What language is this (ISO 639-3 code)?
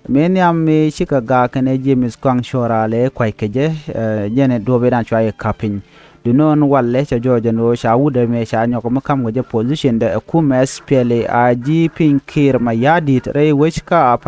nus